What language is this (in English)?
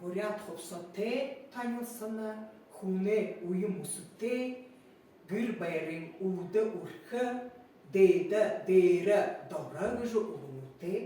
Buriat